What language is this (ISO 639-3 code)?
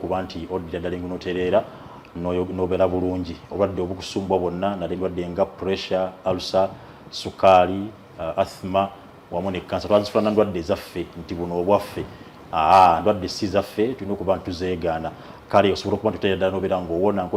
lug